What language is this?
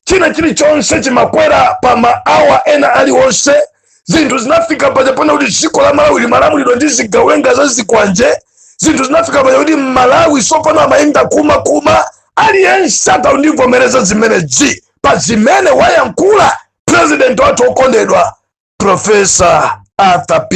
Nyanja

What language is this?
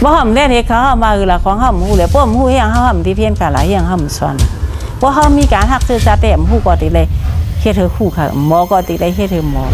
Shan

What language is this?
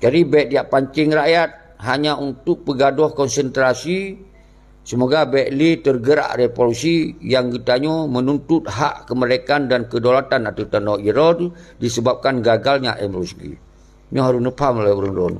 Achinese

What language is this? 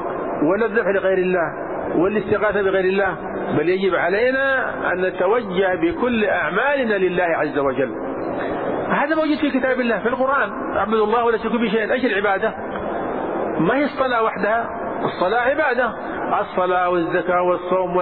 Arabic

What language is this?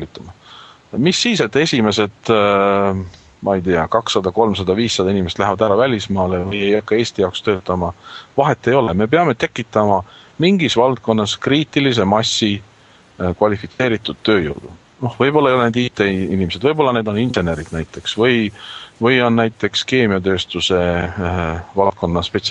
Estonian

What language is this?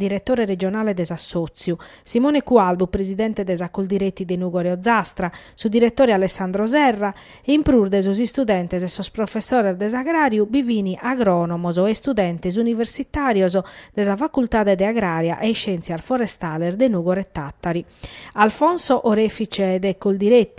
Sardinian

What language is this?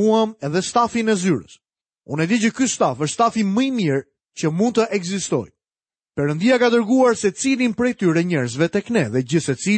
Albanian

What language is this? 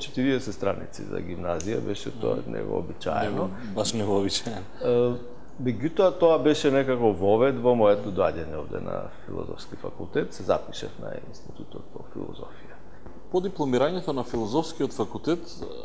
Macedonian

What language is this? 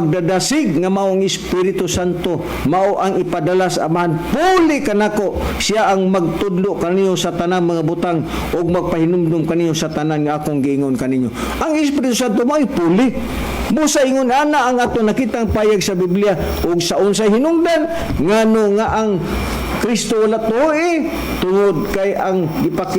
Cebuano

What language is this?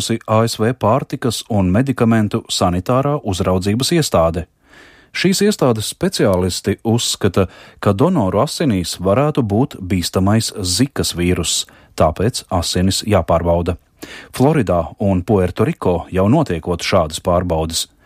Latvian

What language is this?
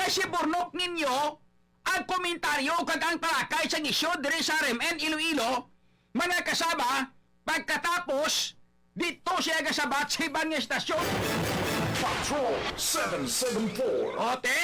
Hiligaynon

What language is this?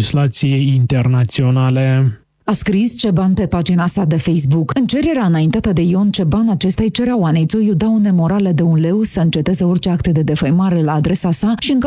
Romanian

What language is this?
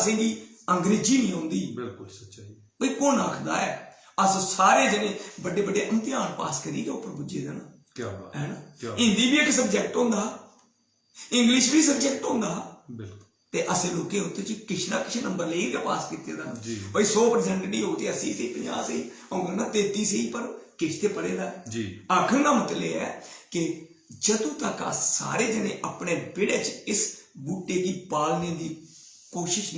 Dogri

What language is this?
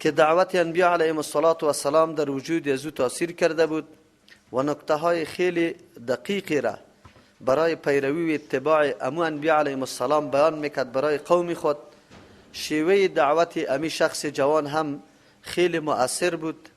Persian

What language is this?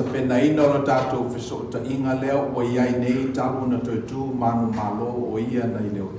Samoan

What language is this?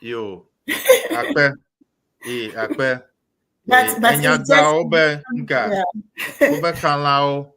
Ewe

